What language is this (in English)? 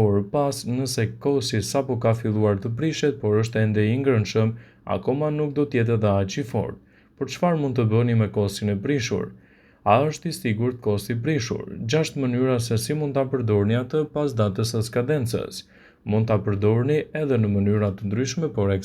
Albanian